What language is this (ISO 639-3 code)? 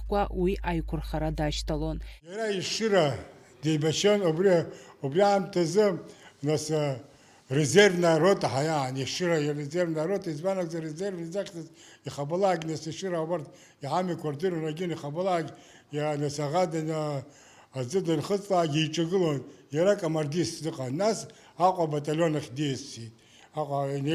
abk